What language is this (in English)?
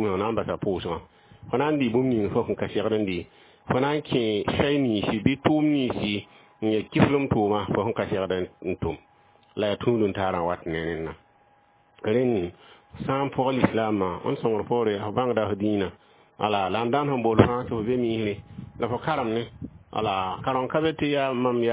Mossi